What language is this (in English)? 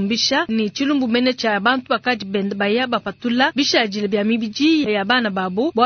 Luba-Lulua